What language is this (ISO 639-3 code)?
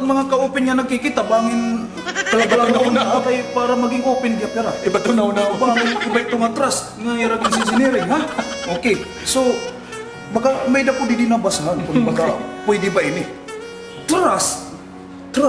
war